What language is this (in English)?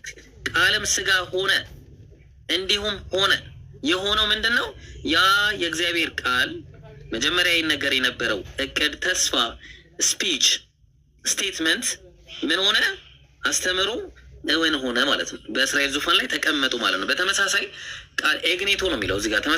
Amharic